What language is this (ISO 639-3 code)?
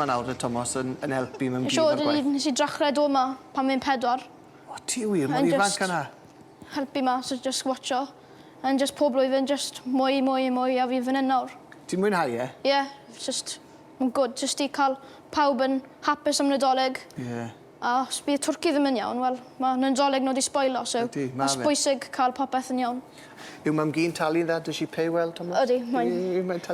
cym